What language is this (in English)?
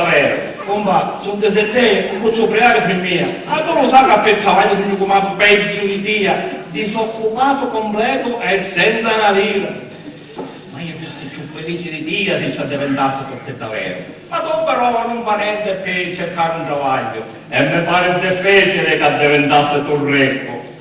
Sicilian